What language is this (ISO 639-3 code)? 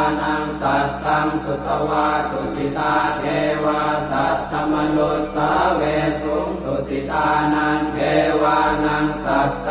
pli